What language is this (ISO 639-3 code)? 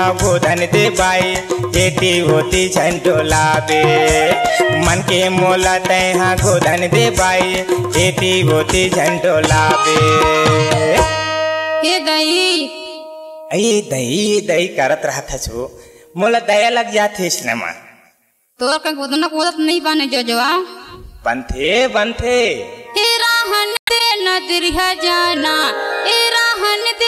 hne